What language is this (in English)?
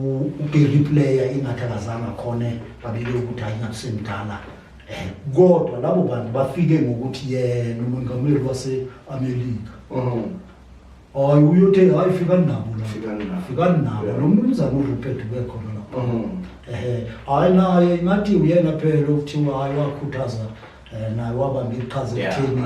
Zulu